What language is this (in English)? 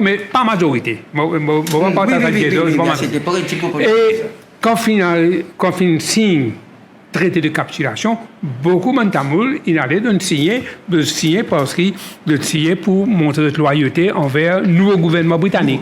Morisyen